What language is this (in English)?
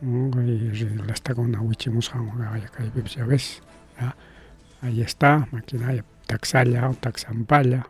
Ayacucho Quechua